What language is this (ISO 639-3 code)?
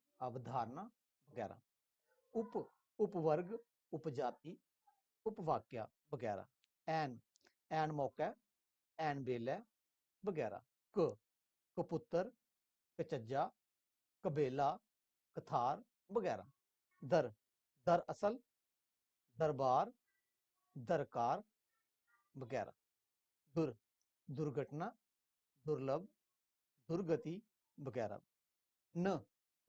doi